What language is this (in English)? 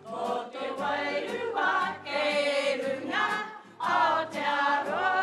Māori